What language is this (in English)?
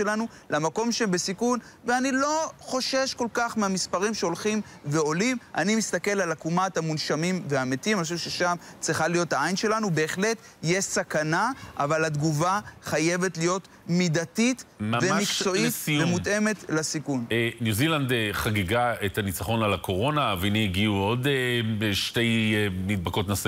Hebrew